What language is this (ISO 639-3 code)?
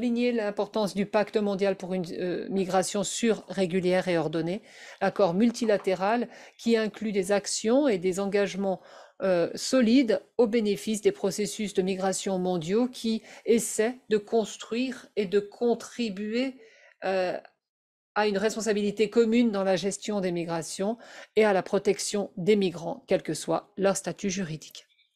fra